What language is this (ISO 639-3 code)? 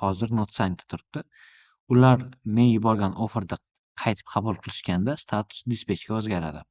uzb